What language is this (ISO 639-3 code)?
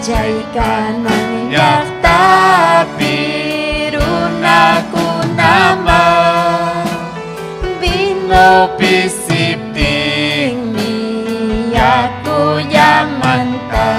quy